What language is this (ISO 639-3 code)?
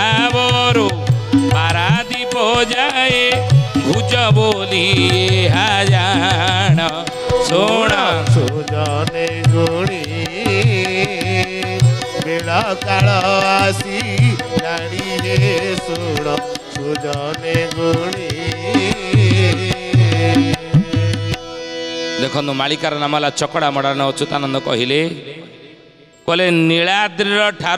ori